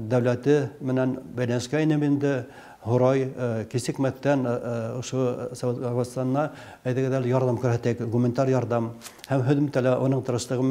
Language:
Bashkir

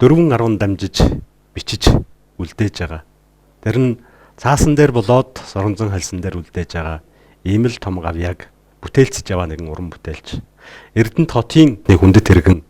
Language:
Mongolian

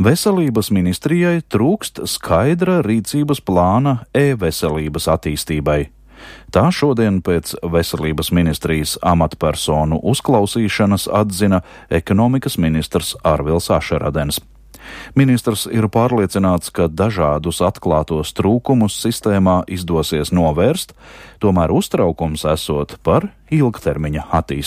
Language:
Latvian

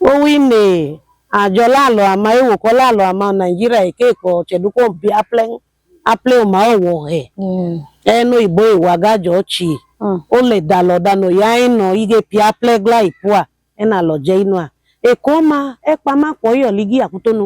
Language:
Idoma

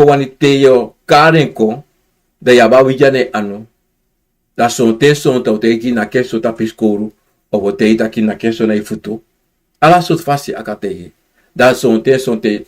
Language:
Sranan Tongo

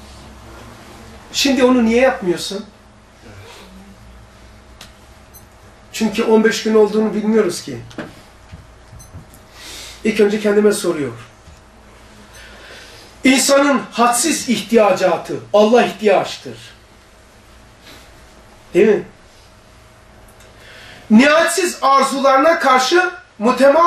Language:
Turkish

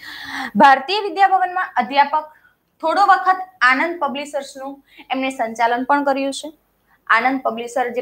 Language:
Gujarati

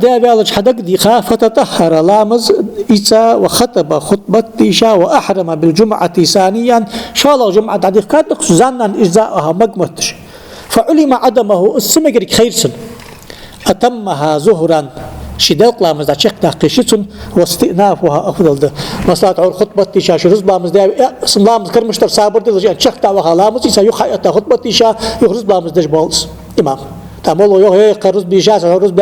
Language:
Ingush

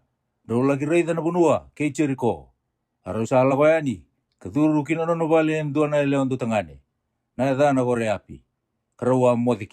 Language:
Fijian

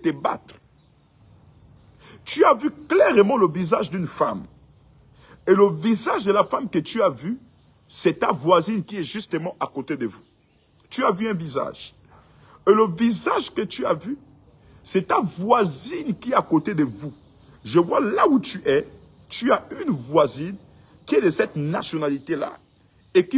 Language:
French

